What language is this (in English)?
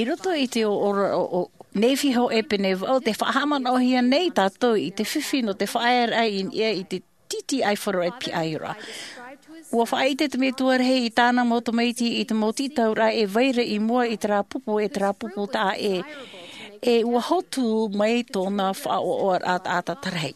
Tahitian